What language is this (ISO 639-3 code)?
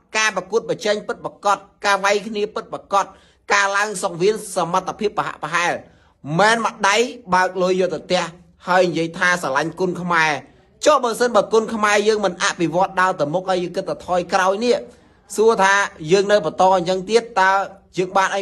khm